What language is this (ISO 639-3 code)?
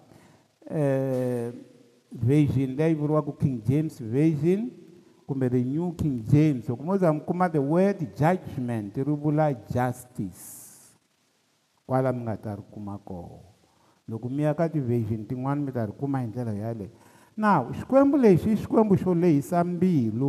tso